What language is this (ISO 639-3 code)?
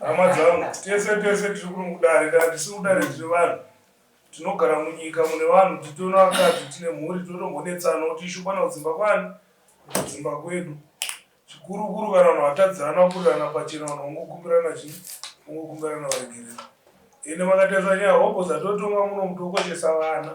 sna